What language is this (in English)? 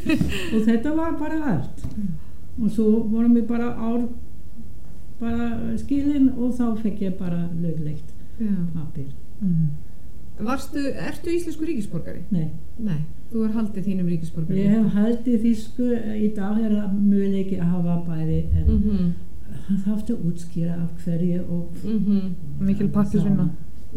Icelandic